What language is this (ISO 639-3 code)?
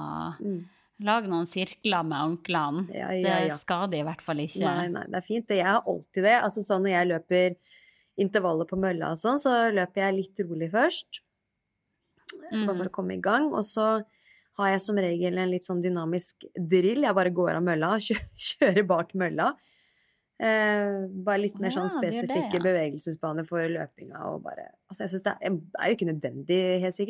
nor